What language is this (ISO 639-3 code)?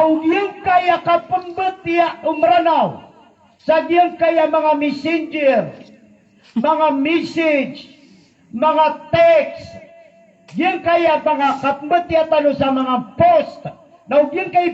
mrw